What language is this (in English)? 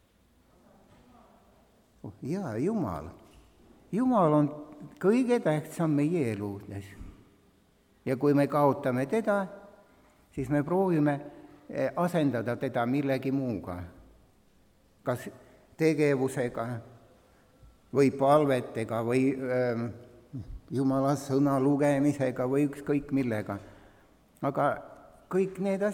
Estonian